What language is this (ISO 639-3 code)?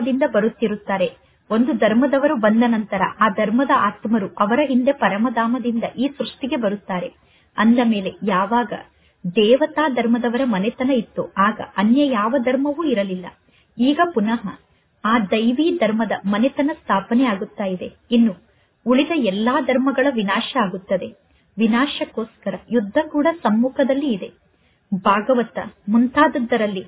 kan